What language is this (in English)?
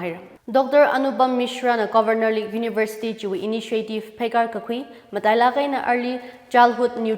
Tangkhul Naga (India)